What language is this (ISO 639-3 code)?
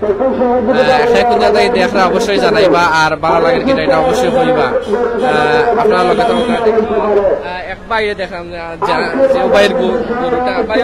syl